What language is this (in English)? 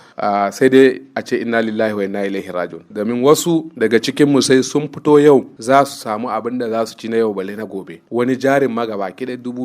Hausa